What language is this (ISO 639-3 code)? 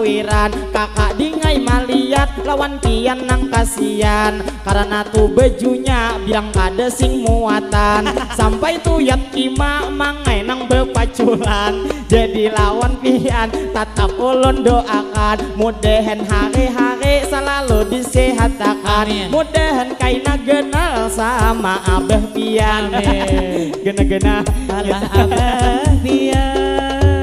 bjn